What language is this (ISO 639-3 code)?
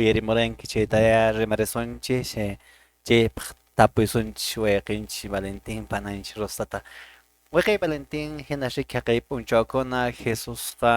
que